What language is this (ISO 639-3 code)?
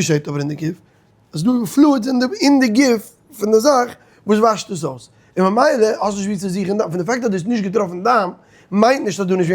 yid